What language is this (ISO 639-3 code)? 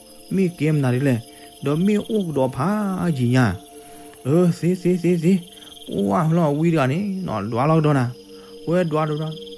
ksw